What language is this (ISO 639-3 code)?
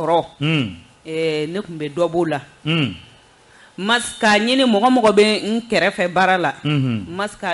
bam